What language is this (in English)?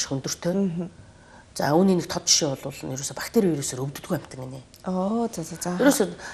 Mongolian